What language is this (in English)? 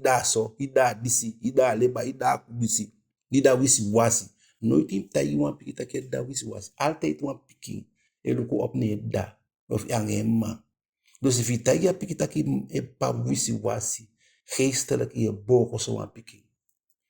Eastern Maroon Creole